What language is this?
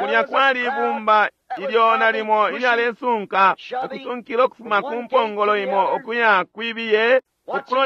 Bemba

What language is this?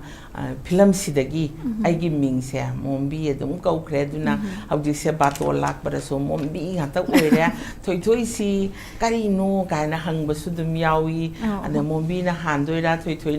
Manipuri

